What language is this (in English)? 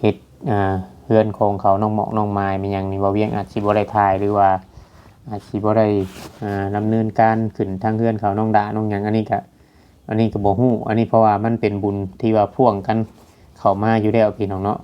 Northeastern Thai